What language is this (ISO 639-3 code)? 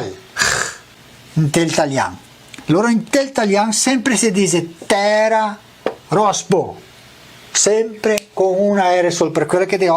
vec